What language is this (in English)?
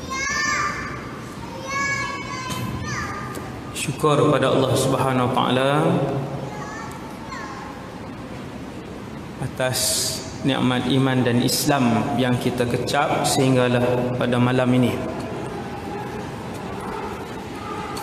Malay